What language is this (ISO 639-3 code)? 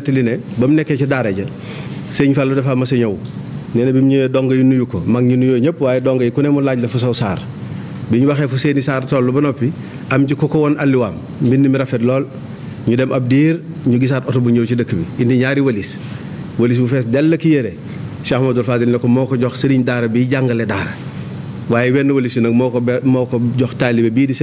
wol